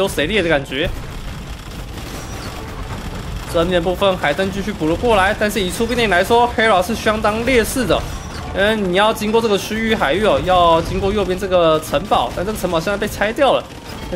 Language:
Chinese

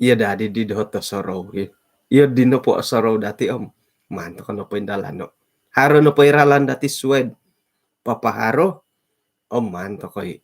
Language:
Central Dusun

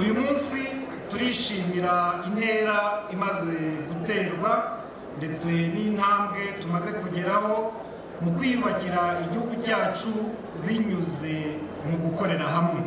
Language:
Kinyarwanda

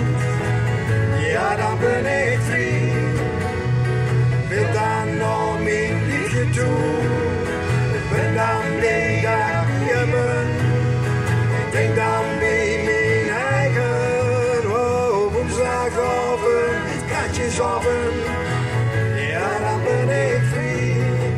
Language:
Dutch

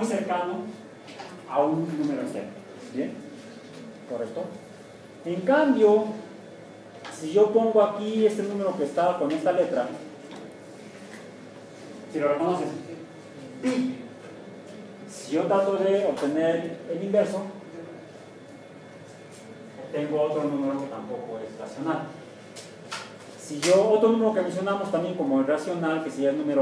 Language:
Spanish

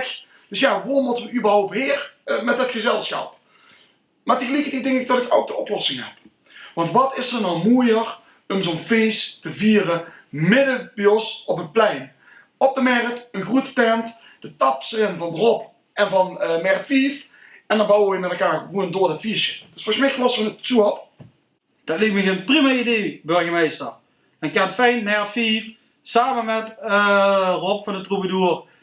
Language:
Limburgish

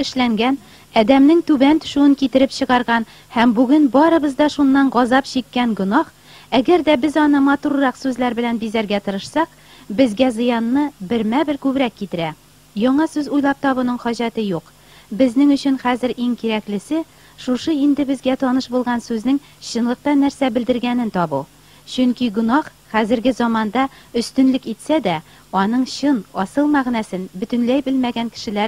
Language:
Tatar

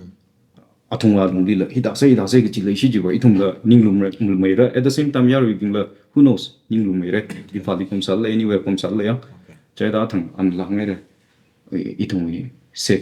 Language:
Tangkhul Naga (India)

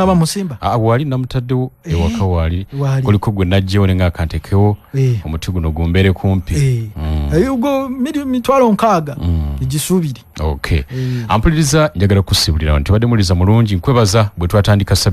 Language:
Ganda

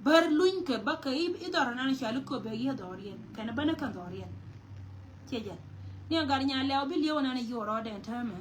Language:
Nuer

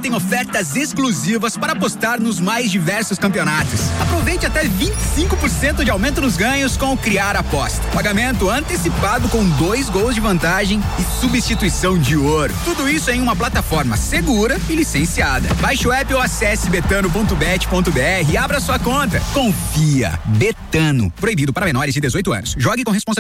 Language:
Portuguese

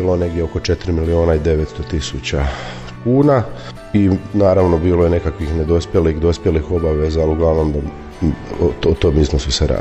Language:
Croatian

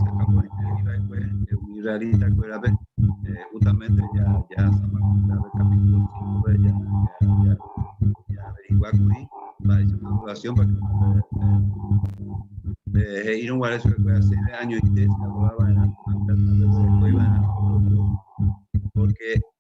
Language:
Guarani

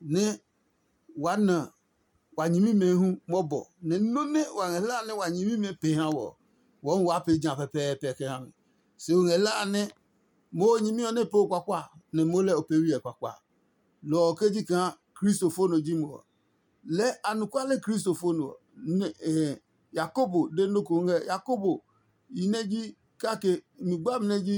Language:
Adangme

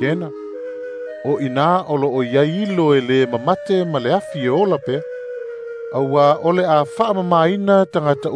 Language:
Samoan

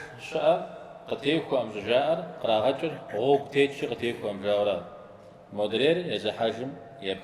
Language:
Kabardian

